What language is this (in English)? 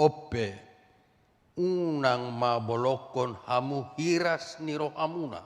Batak Toba